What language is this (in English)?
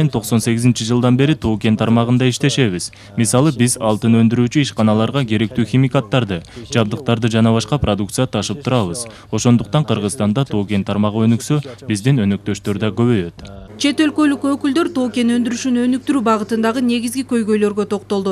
Kyrgyz